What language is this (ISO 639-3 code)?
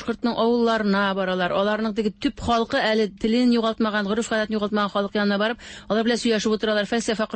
tat